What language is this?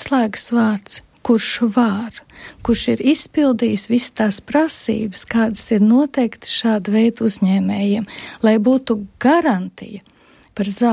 Latvian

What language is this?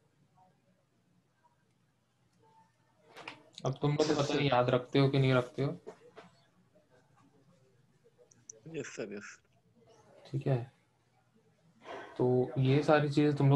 Hindi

